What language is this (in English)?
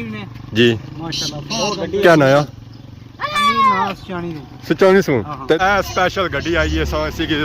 Pahari-Potwari